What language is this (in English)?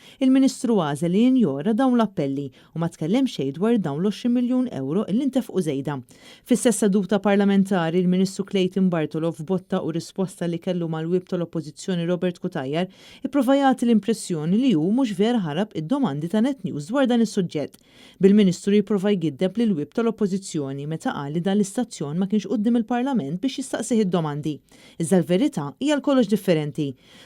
Maltese